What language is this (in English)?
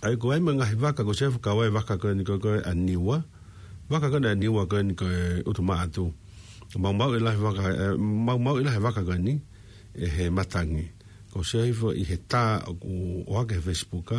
Tongan